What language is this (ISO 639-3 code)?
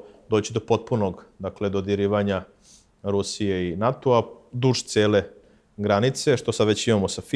srp